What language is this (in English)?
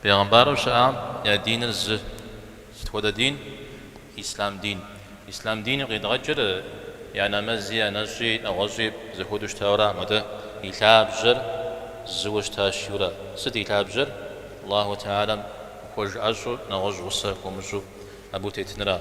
Kabardian